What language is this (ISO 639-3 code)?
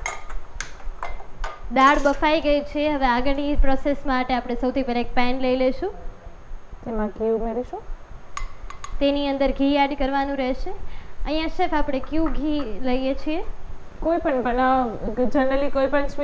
guj